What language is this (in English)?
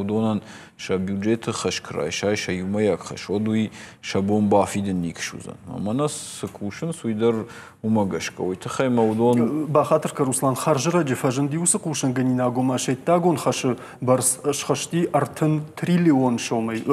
Ossetic